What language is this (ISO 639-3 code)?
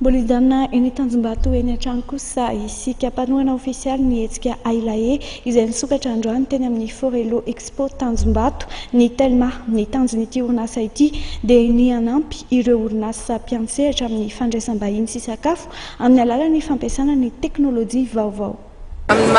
mlg